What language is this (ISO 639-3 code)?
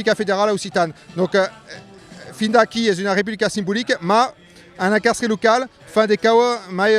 oci